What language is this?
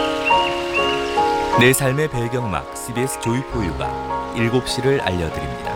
Korean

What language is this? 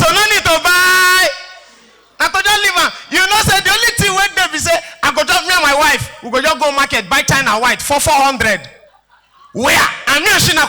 Nigerian Pidgin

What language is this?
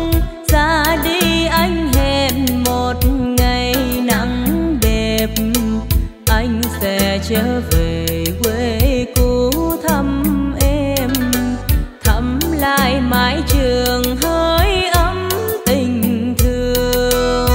Vietnamese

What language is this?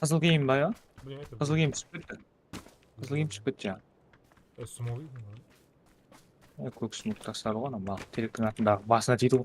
Kara-Kalpak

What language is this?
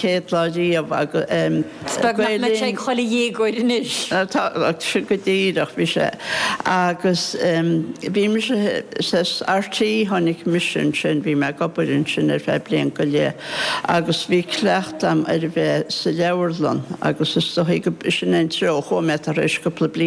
Irish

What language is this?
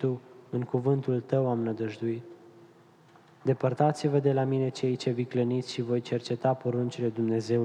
Romanian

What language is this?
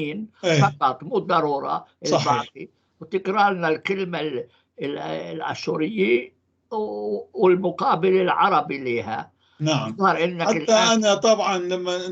North Levantine Arabic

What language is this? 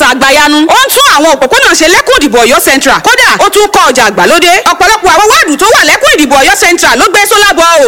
Yoruba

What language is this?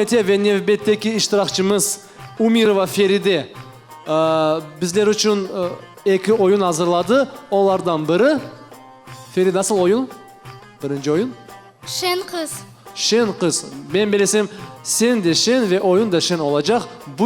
Crimean Tatar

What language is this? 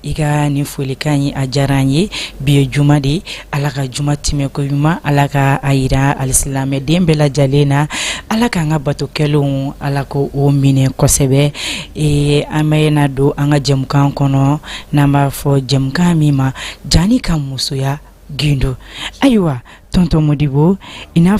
Bambara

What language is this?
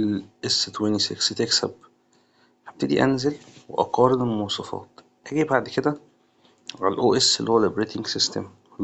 Egyptian Arabic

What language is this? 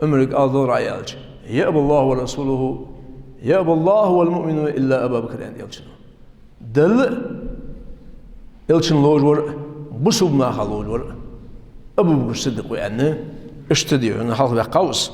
Ingush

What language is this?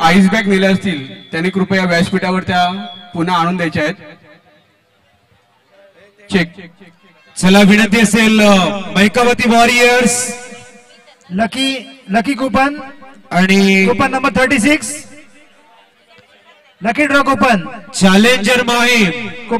Marathi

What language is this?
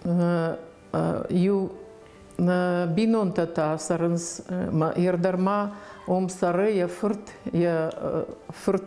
Ossetic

